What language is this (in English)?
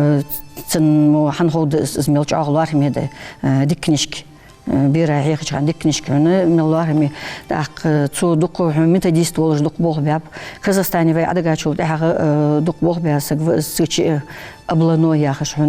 Ingush